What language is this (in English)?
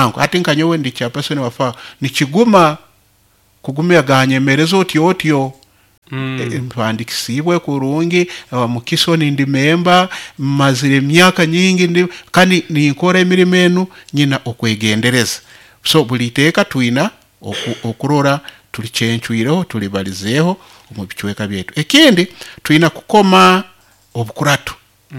Nyoro